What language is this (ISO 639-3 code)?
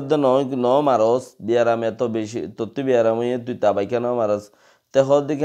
rhg